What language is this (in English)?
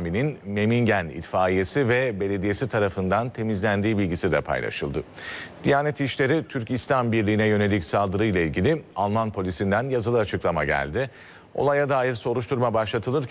Turkish